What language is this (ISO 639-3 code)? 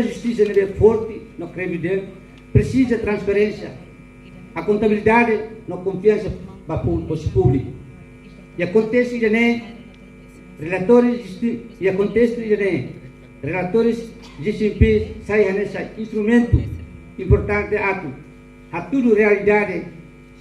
tet